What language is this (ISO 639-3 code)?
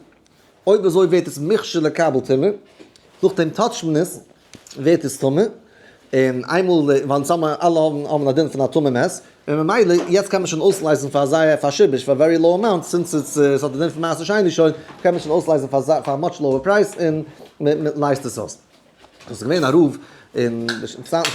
yid